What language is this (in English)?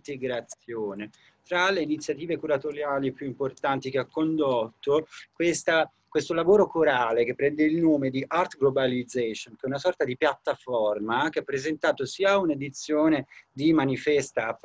Italian